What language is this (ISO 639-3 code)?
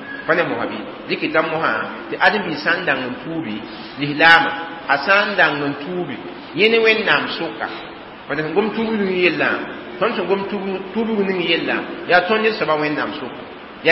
mos